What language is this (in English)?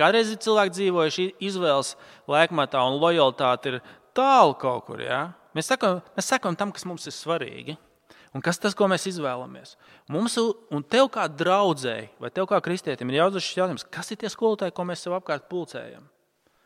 Latvian